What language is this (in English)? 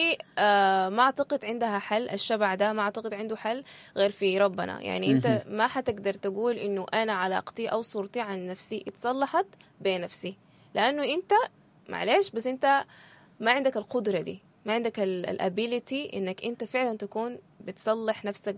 Sudanese Arabic